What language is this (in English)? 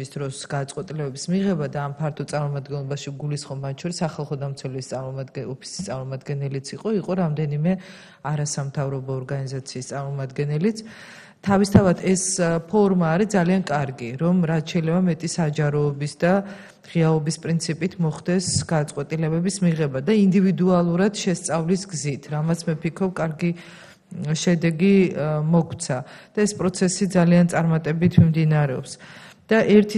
Georgian